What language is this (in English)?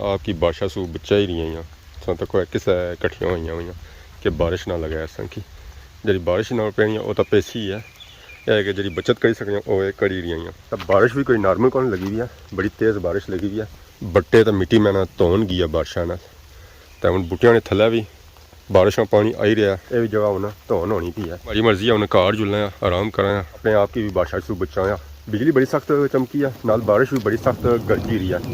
Pahari-Potwari